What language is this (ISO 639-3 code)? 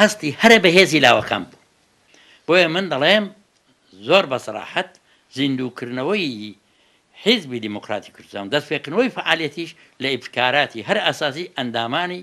ckb